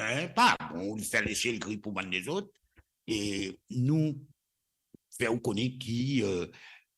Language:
Morisyen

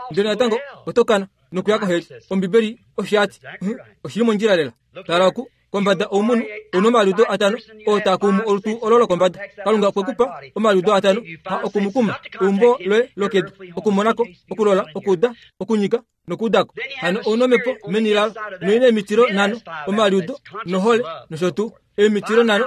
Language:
Kuanyama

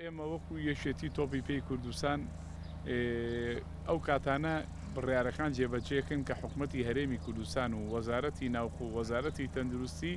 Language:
Central Kurdish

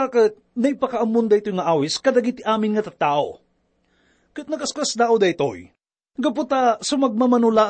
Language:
Iloko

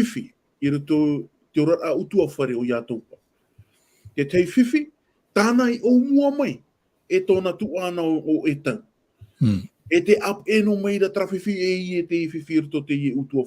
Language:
Tahitian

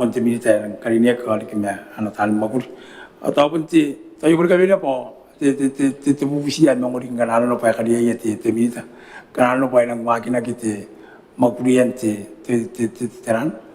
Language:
Gilbertese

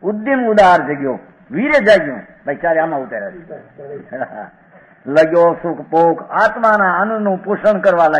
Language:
Gujarati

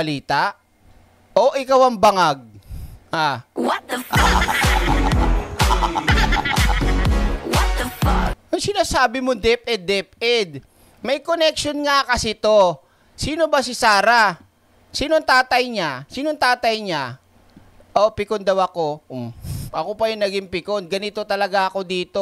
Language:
Filipino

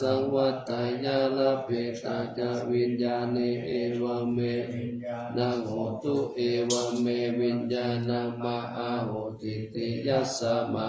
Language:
Pali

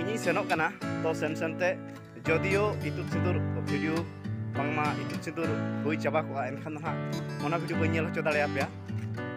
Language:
Santali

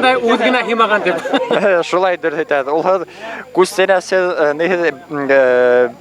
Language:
Bashkir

